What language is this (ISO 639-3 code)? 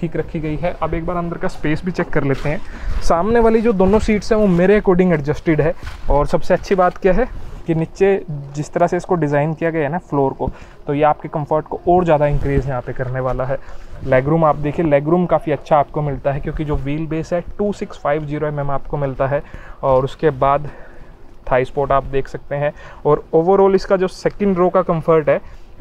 hin